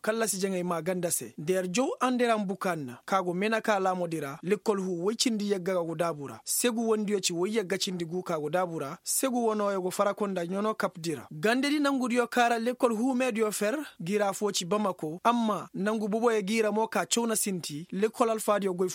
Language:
Koyraboro Senni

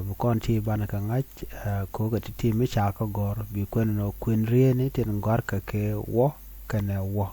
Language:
Nuer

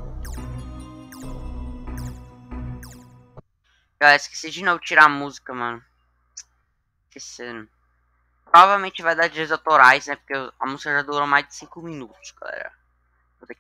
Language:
Portuguese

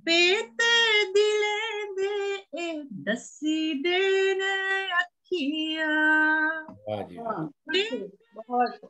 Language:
Dogri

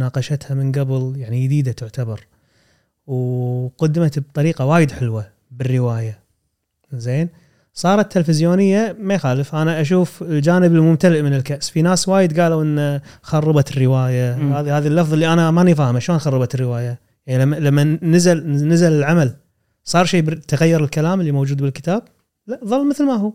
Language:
Gulf Arabic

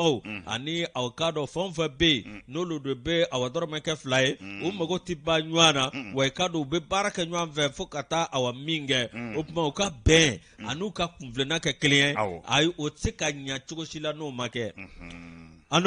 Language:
Bambara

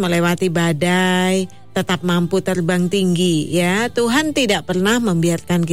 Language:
Indonesian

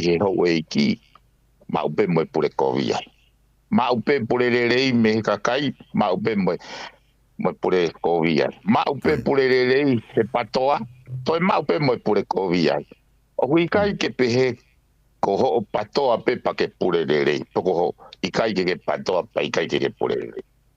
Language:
Tongan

